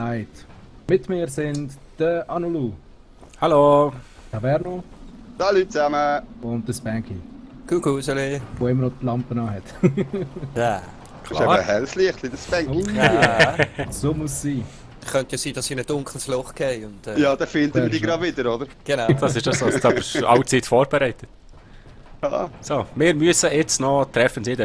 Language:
Swiss German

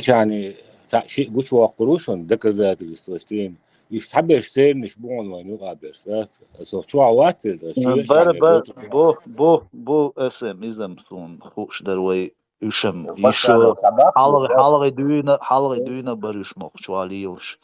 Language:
Chechen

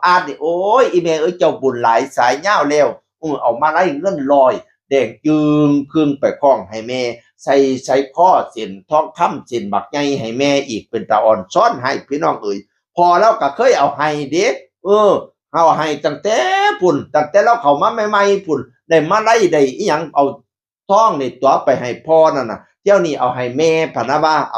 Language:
Northeastern Thai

